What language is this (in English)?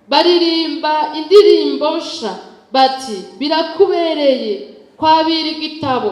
Rundi